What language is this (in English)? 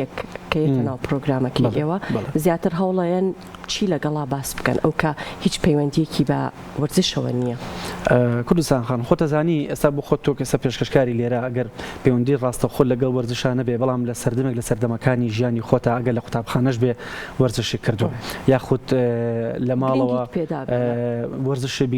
Central Kurdish